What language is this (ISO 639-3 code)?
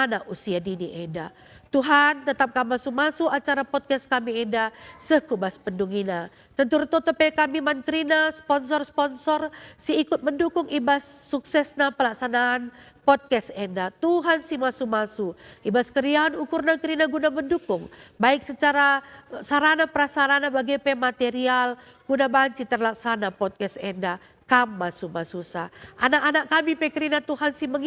btx